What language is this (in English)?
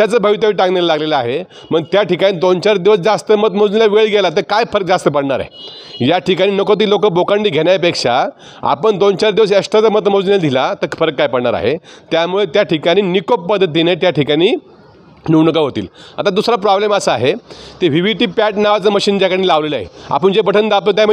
Marathi